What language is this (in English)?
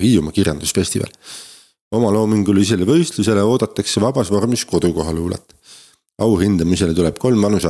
Estonian